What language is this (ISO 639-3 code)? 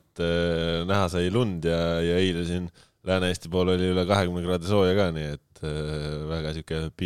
est